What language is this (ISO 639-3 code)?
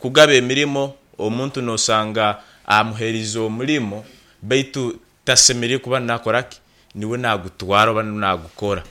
nyn